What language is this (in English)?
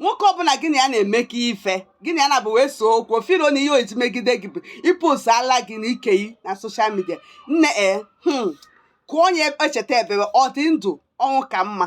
Igbo